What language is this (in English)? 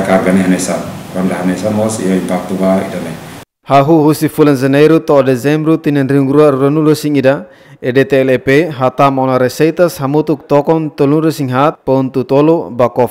Tetum